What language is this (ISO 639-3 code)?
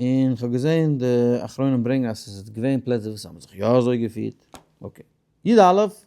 yid